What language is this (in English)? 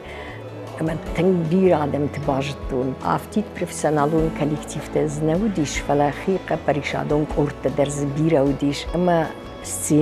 Ossetic